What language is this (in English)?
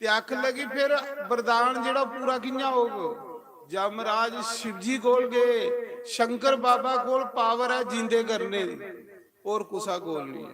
Dogri